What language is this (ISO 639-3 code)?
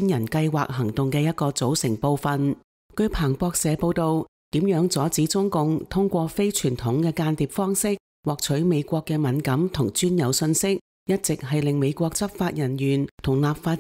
yue